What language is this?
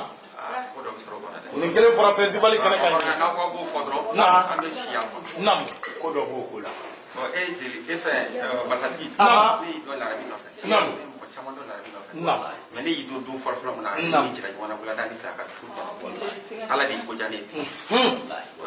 Bambara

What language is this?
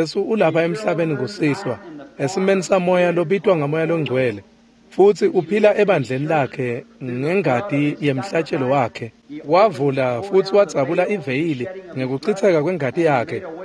Swati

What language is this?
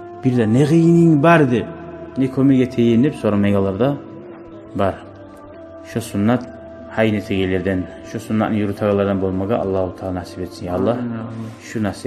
Kumyk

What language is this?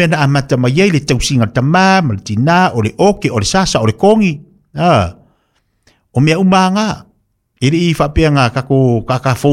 Samoan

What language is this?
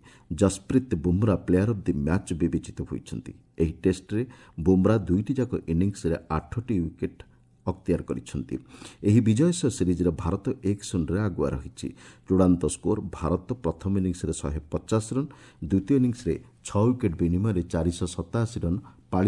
Odia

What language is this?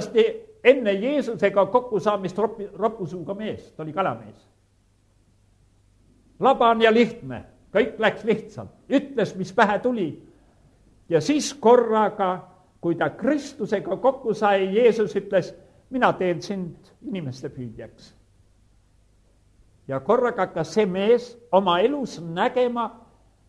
Estonian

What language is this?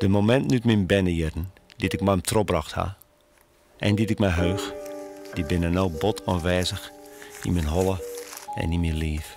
Western Frisian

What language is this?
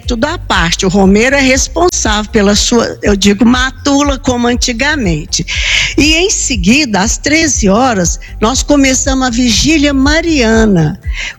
Portuguese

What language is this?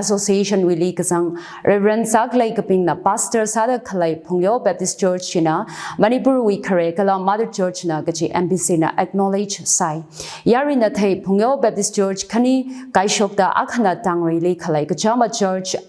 Tangkhul Naga (India)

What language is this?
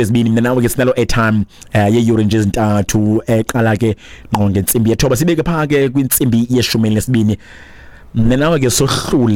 Xhosa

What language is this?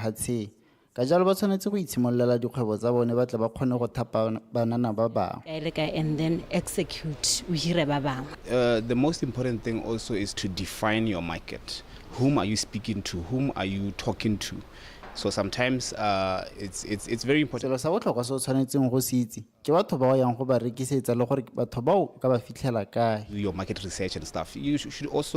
Tswana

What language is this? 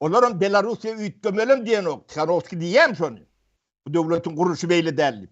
Turkmen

